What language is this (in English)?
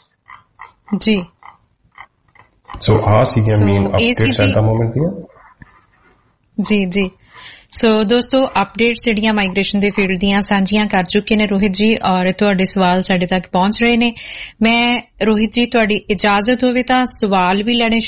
Punjabi